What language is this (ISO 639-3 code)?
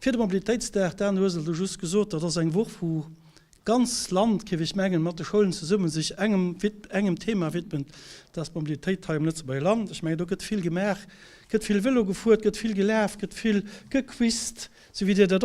ltz